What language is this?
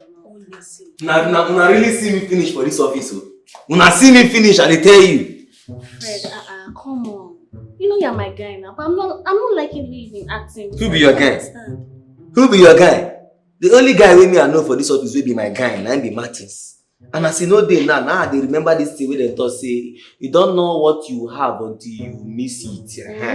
Nigerian Pidgin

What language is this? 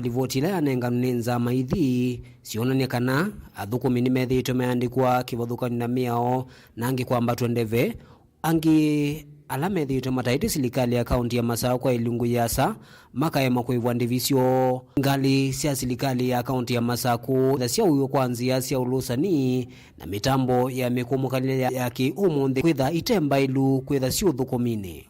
Kamba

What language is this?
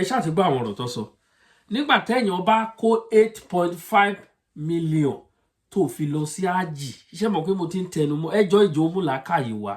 Yoruba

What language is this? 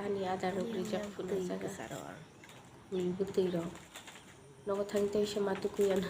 Kok Borok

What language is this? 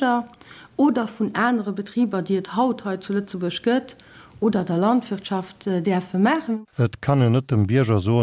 Luxembourgish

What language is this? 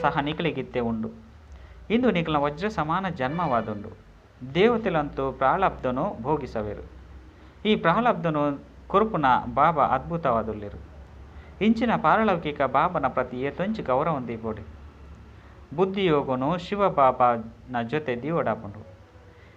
Tulu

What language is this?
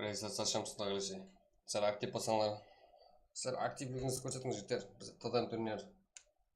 Kara-Kalpak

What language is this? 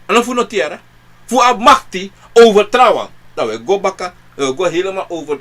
Sranan Tongo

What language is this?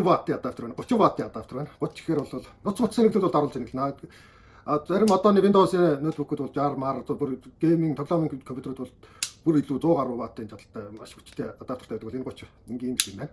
Mongolian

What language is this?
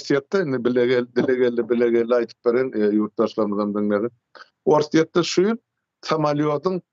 Turkmen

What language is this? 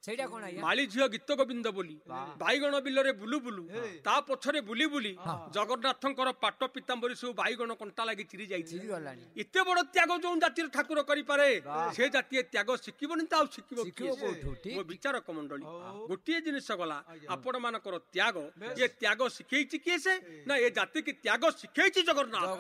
Odia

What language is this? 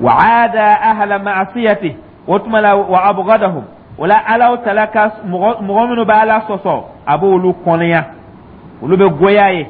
Dyula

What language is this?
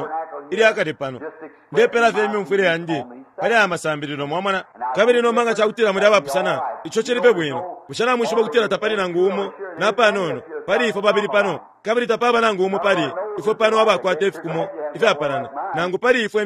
Bemba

